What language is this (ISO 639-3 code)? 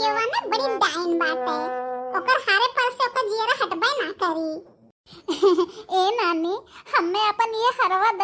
bho